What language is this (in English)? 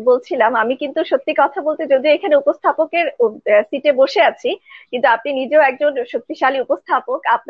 Bangla